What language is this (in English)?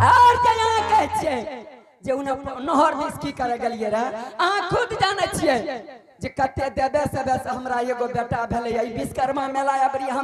Angika